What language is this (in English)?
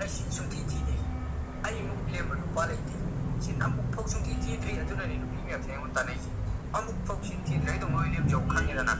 Manipuri